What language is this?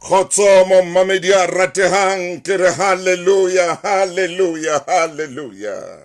Southern Sotho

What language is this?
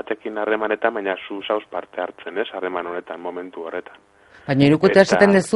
Basque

